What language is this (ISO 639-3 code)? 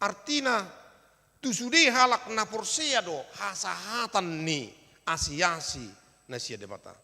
bbc